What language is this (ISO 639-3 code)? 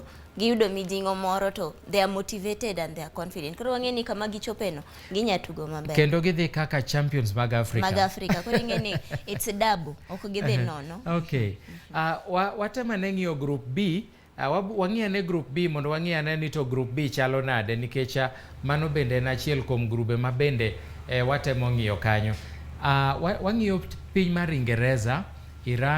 luo